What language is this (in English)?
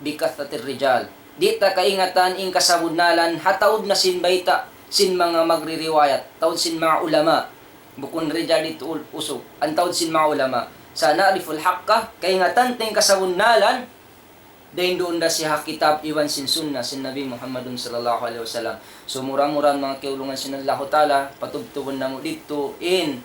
Tausug